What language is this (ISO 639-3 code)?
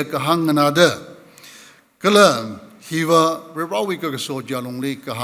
nmf